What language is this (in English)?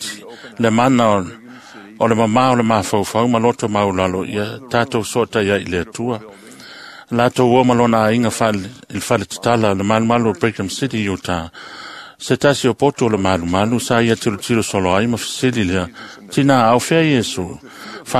Samoan